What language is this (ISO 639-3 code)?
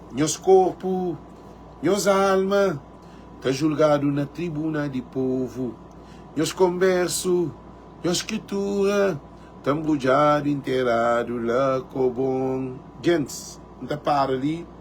kea